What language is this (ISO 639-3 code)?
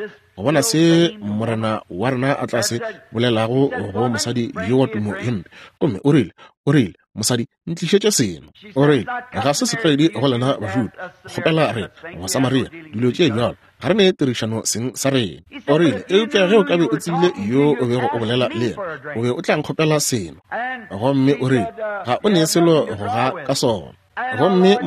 nso